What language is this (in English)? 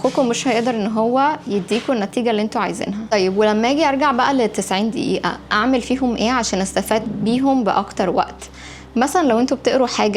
Egyptian Arabic